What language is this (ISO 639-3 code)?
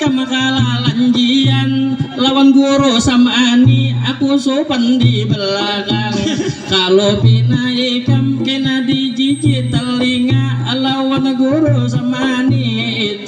bjn